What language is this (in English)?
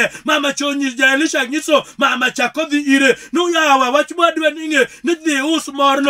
Luo (Kenya and Tanzania)